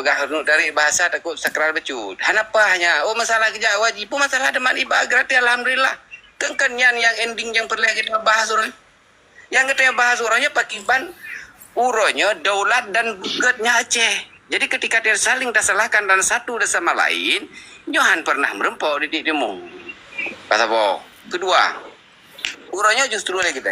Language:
Achinese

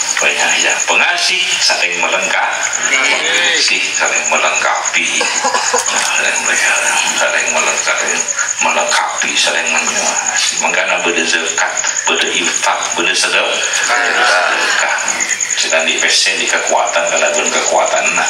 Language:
Madurese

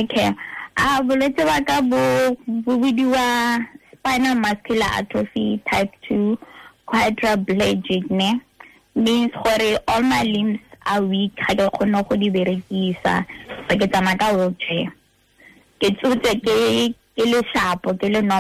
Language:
Tswana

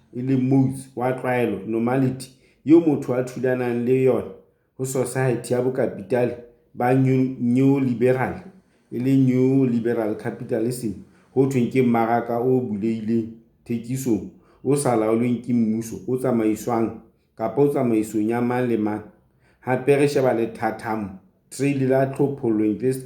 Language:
Southern Sotho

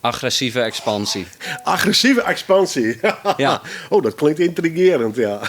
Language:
Western Frisian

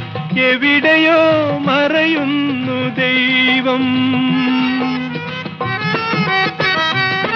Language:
Malayalam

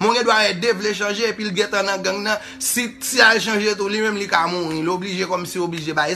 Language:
Haitian Creole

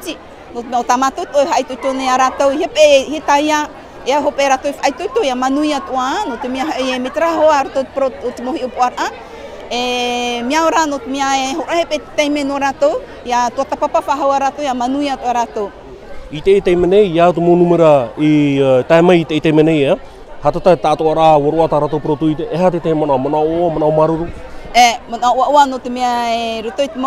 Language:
Tahitian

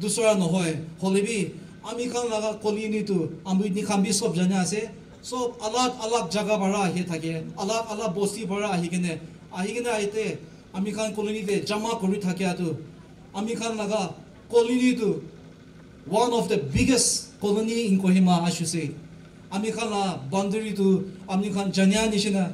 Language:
Naga Pidgin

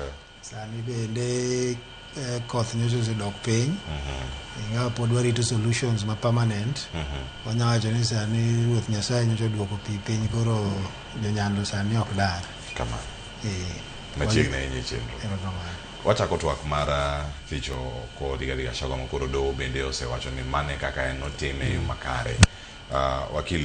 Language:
Luo (Kenya and Tanzania)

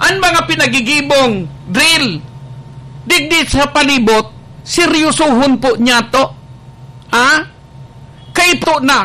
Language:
Bikol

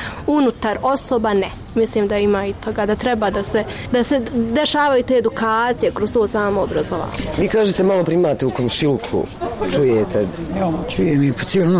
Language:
Bosnian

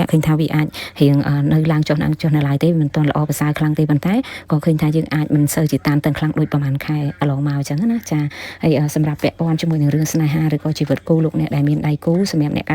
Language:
Khmer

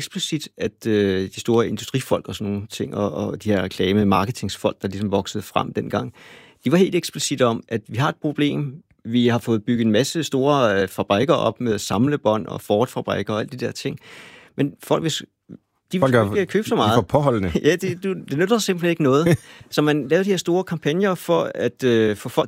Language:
Danish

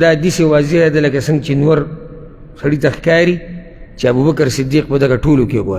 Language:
Pashto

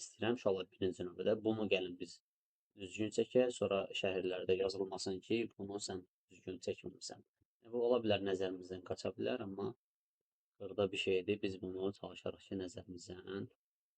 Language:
Azerbaijani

